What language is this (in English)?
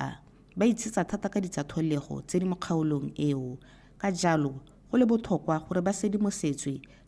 Tswana